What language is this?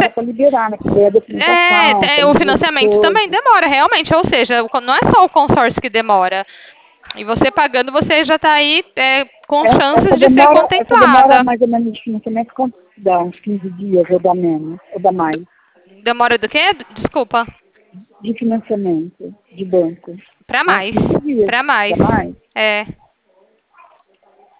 Portuguese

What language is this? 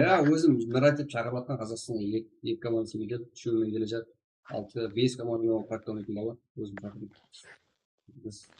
Kara-Kalpak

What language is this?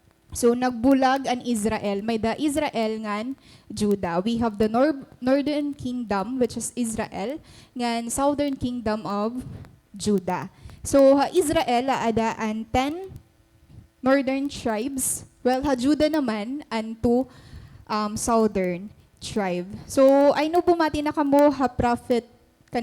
Waray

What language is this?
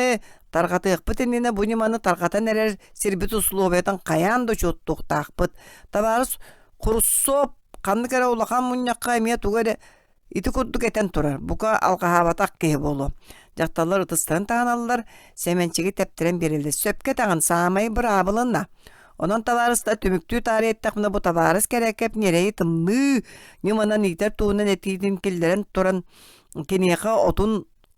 Yakut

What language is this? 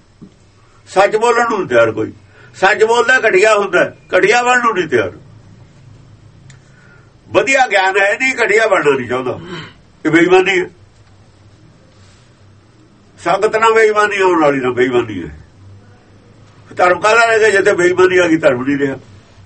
Punjabi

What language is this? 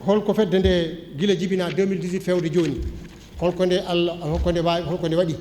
Fula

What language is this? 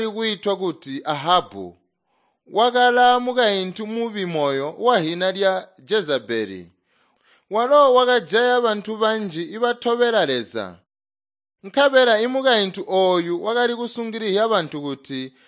Tonga (Zambia)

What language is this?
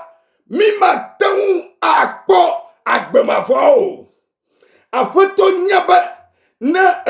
Ewe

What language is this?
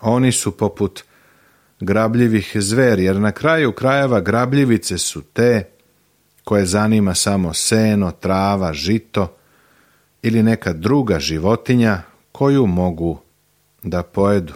Serbian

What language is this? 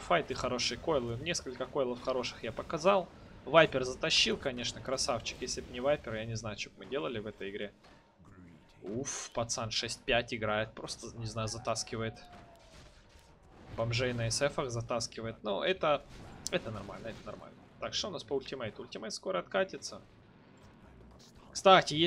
Russian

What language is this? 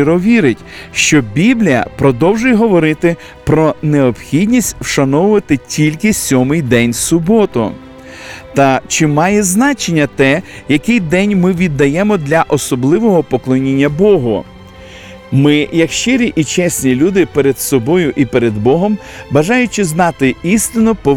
Ukrainian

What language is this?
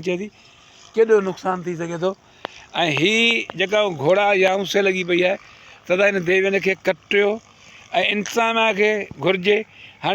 Sindhi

